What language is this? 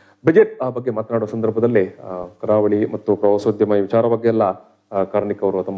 Kannada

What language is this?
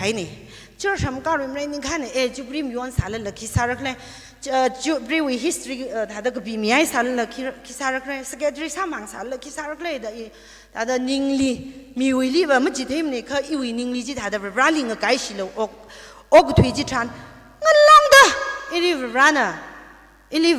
Tangkhul Naga (India)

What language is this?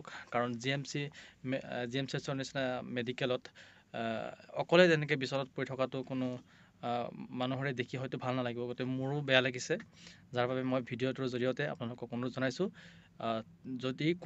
Assamese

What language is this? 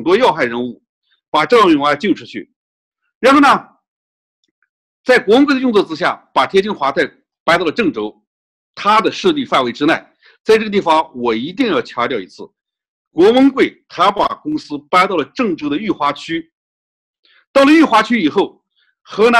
Chinese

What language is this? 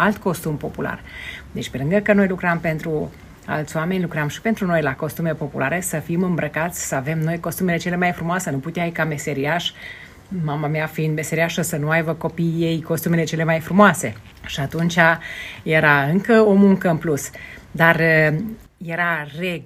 Romanian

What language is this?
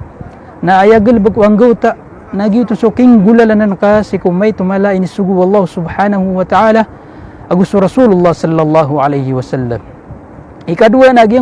Maranao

